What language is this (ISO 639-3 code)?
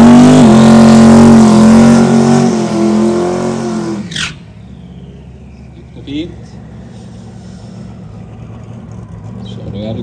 swe